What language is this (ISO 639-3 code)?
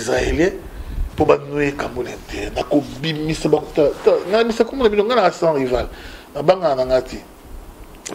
lin